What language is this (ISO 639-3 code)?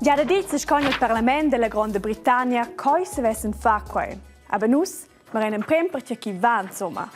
roh